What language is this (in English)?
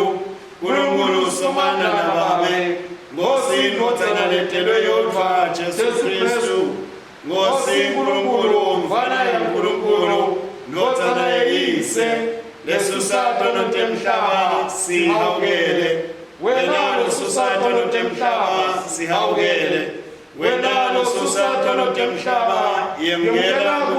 Swati